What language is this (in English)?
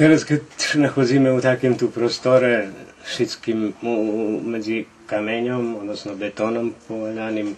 Rusyn